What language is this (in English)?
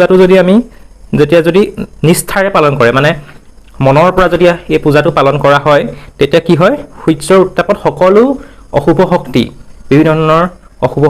Assamese